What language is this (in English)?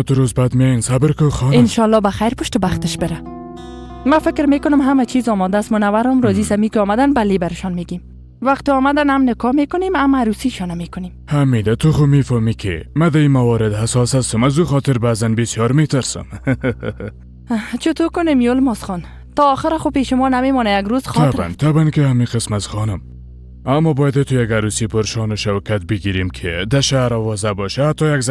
Persian